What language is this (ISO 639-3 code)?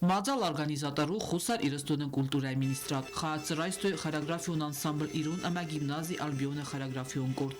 oss